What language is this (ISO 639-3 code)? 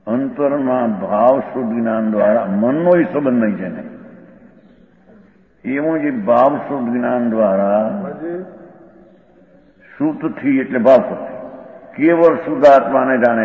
guj